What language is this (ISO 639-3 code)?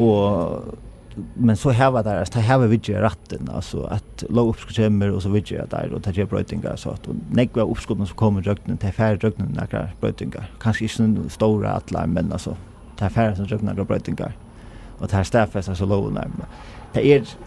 fao